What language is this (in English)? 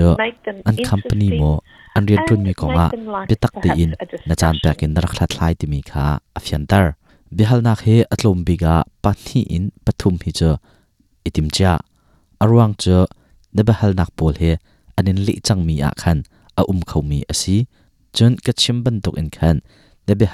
Hakha Chin